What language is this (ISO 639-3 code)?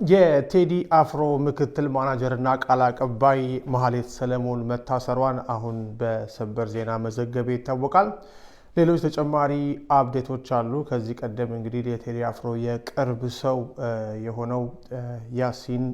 amh